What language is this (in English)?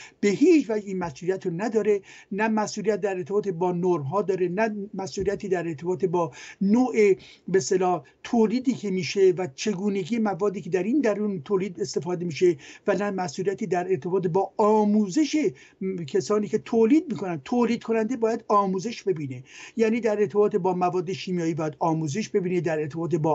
Persian